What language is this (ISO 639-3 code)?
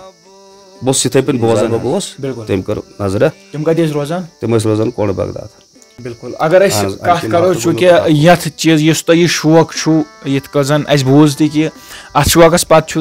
kas